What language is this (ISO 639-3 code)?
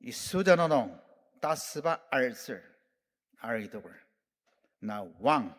njo